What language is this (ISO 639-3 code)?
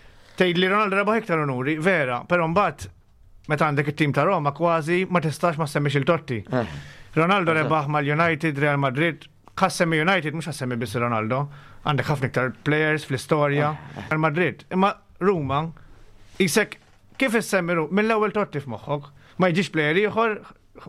mlt